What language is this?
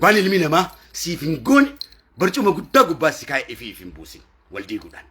Oromo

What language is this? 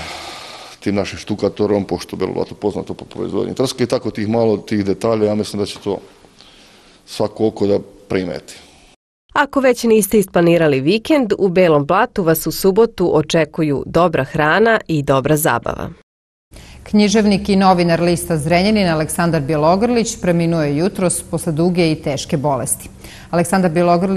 Serbian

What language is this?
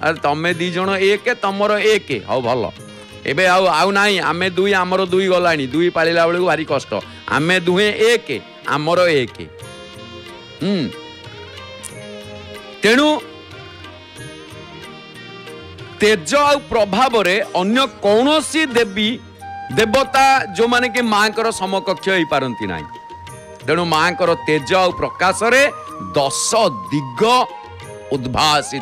Odia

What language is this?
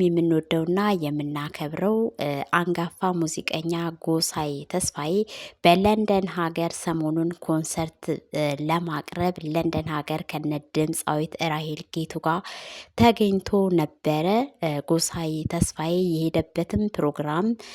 Amharic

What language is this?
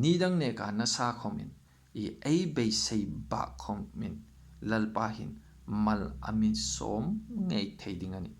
Hmar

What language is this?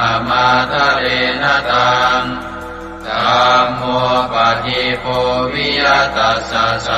Pali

